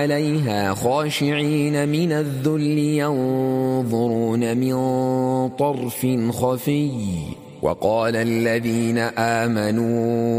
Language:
Arabic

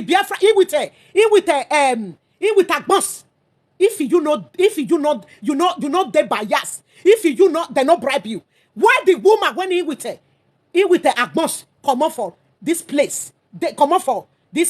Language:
Nigerian Pidgin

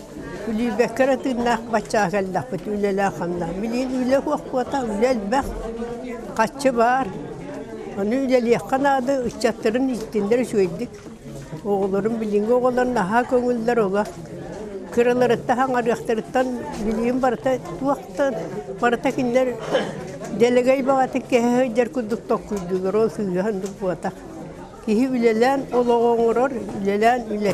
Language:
Yakut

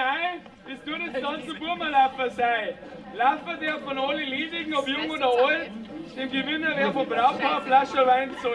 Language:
Bavarian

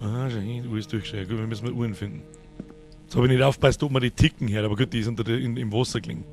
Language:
Bavarian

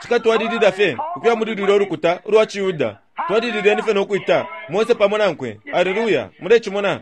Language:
Bemba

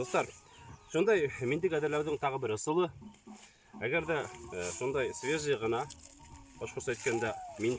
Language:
Bashkir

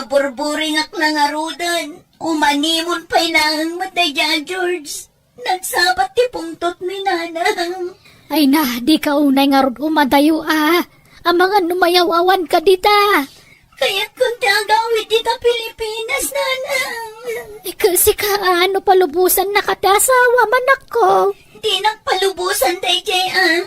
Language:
Iloko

